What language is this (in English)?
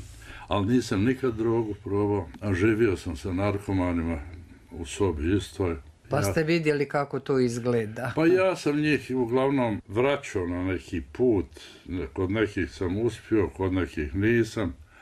Bosnian